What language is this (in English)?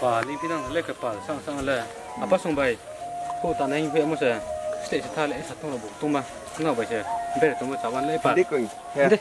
Riang (India)